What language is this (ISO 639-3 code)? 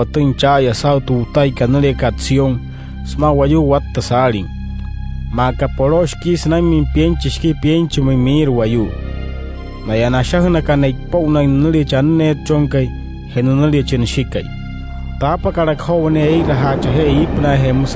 guc